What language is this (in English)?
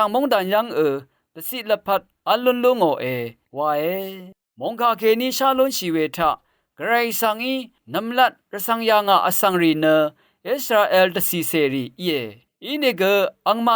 Rawang